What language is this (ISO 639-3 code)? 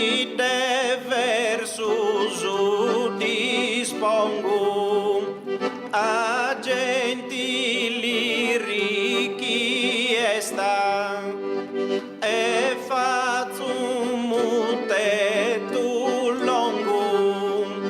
srd